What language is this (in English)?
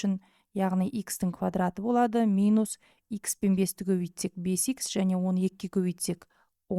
Kazakh